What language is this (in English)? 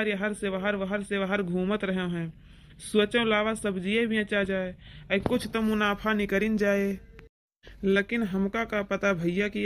Awadhi